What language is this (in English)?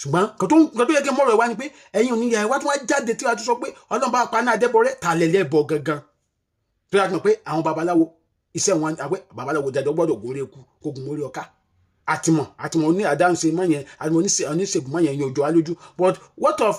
Yoruba